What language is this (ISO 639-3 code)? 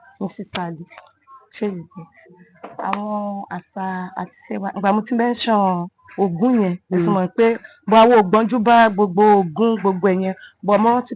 yor